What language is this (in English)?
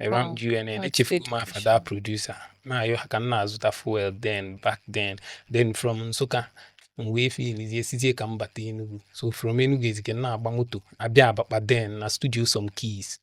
Igbo